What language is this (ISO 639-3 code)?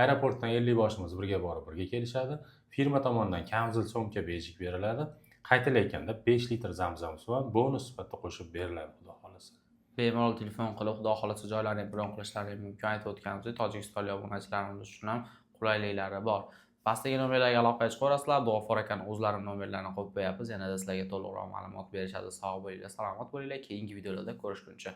uzb